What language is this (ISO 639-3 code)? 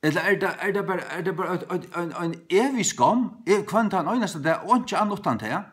fao